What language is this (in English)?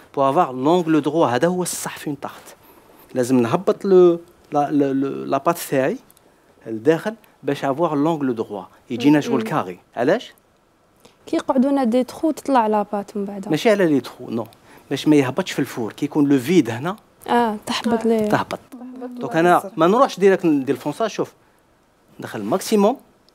Algerian Arabic